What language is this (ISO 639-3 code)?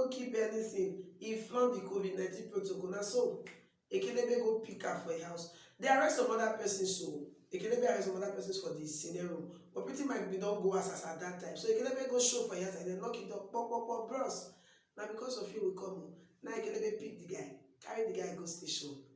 pcm